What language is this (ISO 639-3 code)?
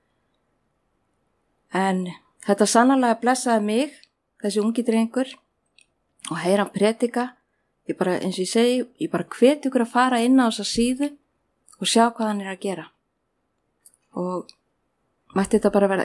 isl